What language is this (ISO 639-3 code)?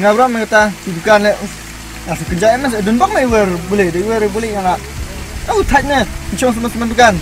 kha